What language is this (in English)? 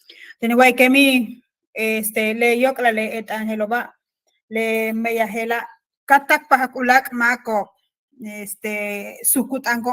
Yucateco